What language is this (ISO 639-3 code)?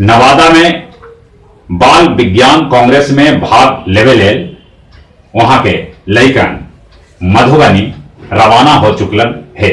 mag